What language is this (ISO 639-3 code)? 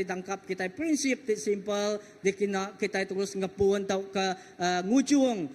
iba